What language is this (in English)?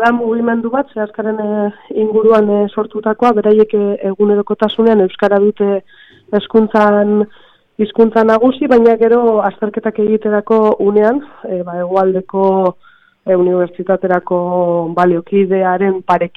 Basque